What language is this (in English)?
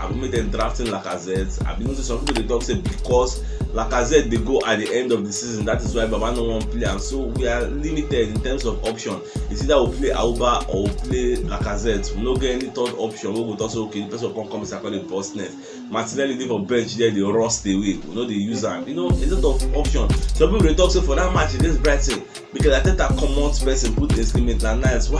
Nigerian Pidgin